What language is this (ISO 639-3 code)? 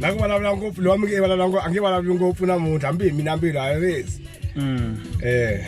tso